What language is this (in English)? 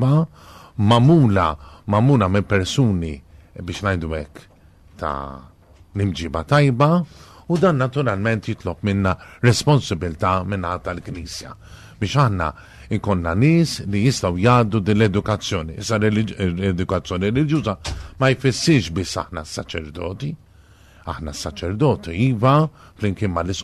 Maltese